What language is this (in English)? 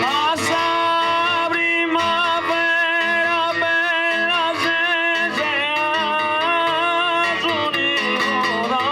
Sardinian